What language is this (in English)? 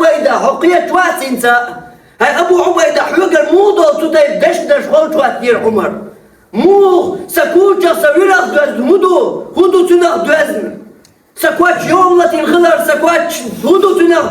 Chechen